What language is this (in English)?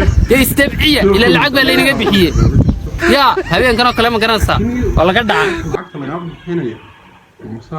Somali